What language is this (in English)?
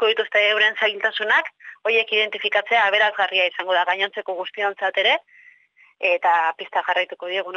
Basque